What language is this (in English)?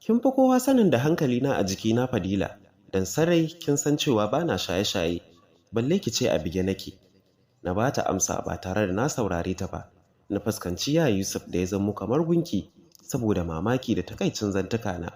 Hausa